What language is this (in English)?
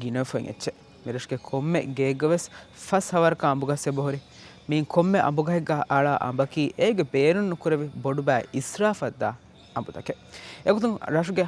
Divehi